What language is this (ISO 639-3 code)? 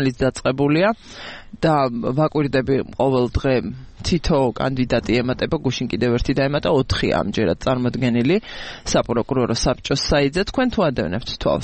kat